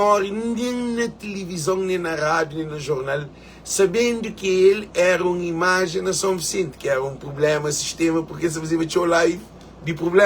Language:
Kabuverdianu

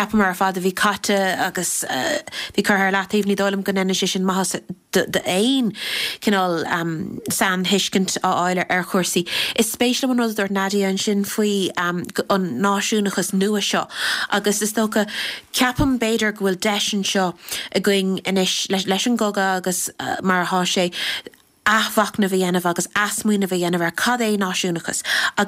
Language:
Irish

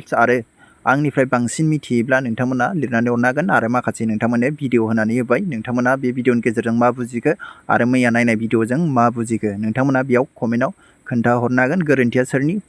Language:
Bodo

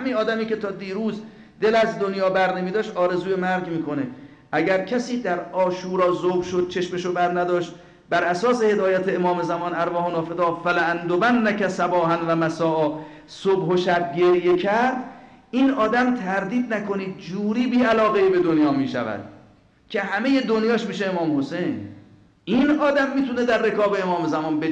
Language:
Persian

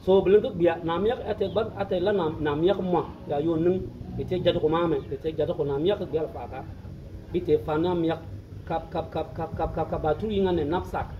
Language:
Bimoba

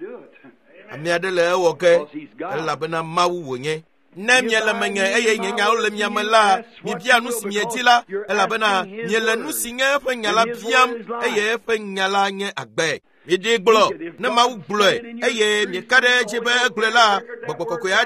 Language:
Ewe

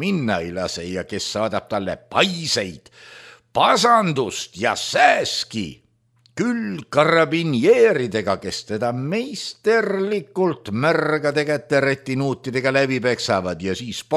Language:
Estonian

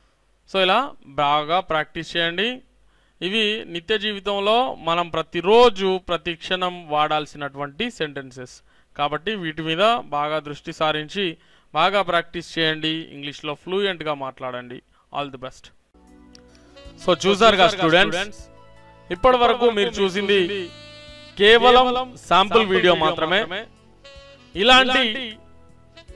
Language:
Telugu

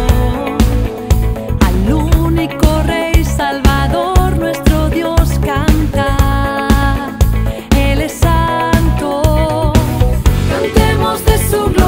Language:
Spanish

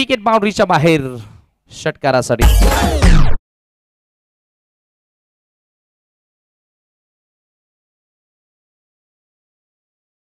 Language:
Marathi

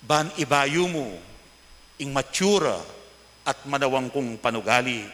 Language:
Pampanga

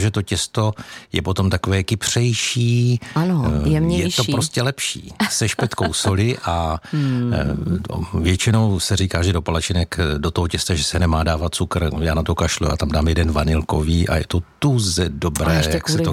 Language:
Czech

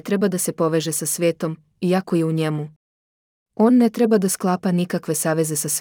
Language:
Serbian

